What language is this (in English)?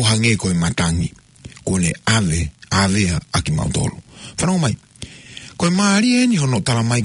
Tongan